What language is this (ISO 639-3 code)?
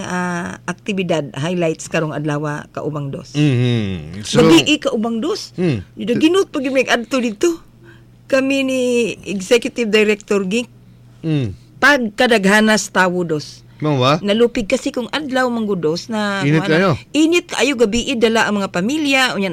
ceb